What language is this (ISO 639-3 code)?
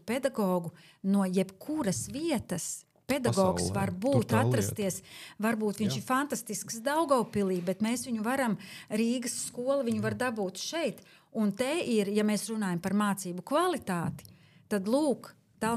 lav